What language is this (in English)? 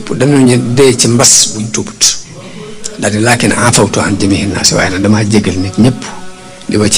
Wolof